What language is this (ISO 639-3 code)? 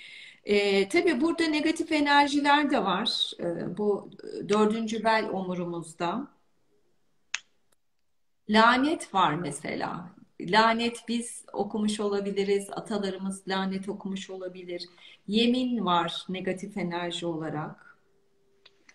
tur